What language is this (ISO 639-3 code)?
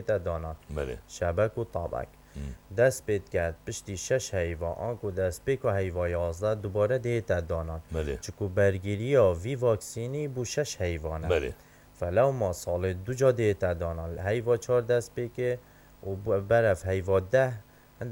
kur